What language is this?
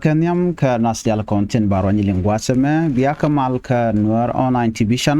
Nuer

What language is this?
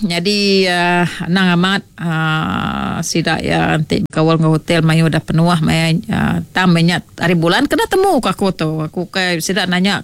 Iban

